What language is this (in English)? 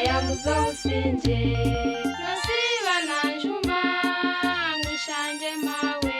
Nyankole